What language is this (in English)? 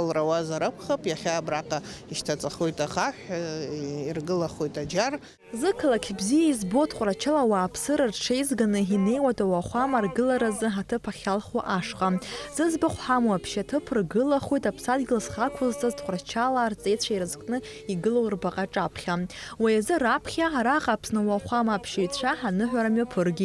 Abkhazian